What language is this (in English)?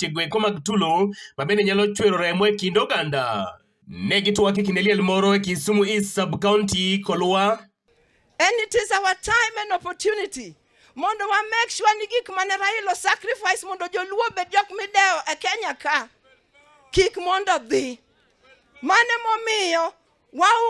Luo (Kenya and Tanzania)